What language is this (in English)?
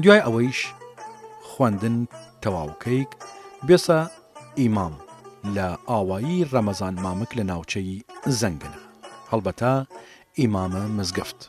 Southern Kurdish